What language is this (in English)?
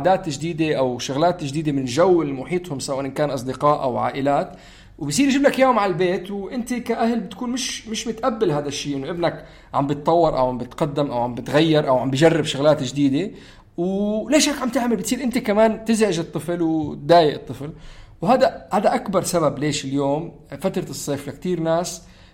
North Levantine Arabic